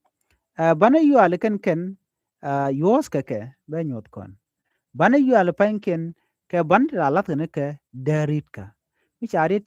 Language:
Nuer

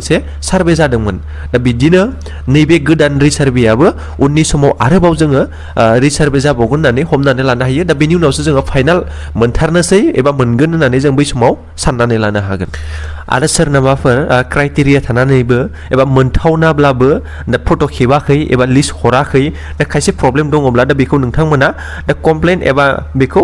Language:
Bodo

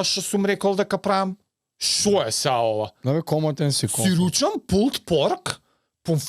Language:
Macedonian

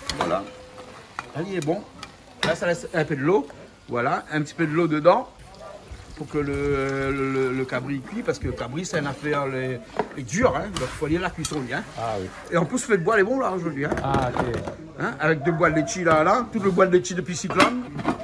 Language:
Réunion Creole French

